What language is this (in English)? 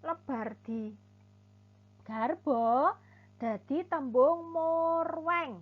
Javanese